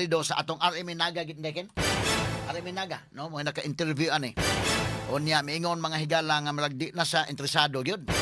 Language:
Cebuano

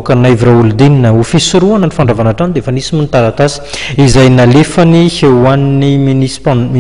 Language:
Malagasy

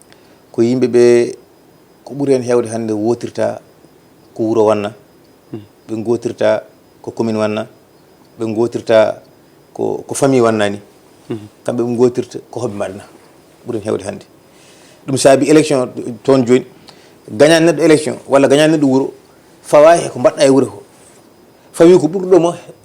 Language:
Fula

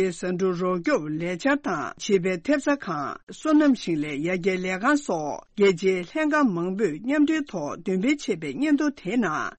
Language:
Tibetan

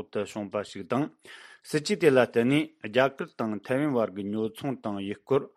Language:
Tibetan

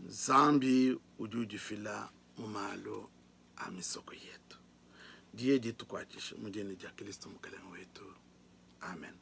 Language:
Luba-Lulua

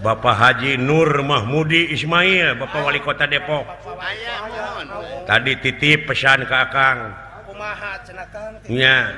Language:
Sundanese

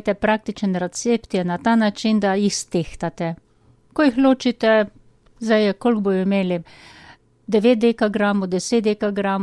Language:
Slovenian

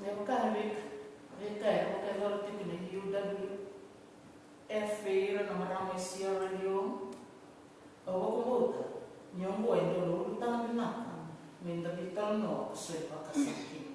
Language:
Fijian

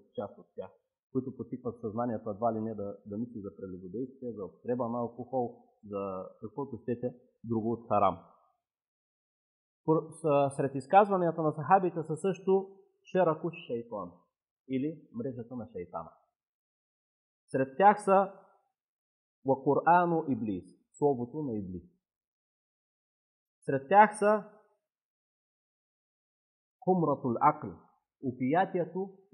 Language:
Bulgarian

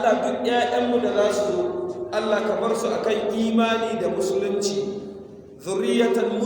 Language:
Hausa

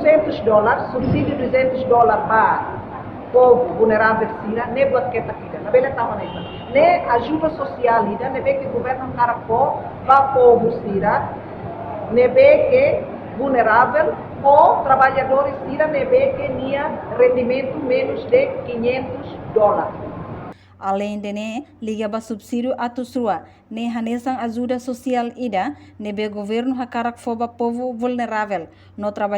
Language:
Tetum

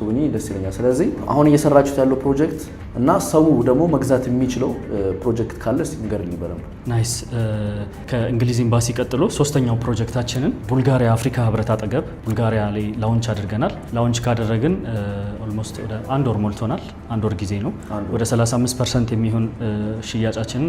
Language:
Amharic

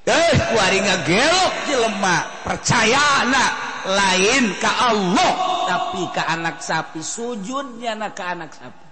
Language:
Sundanese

